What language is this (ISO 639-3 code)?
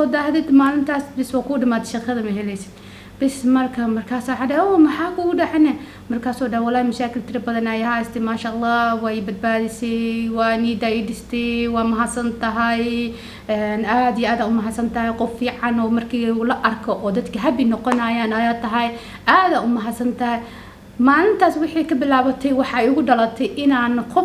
som